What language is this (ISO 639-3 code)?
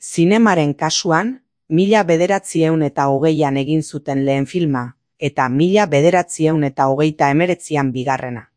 eus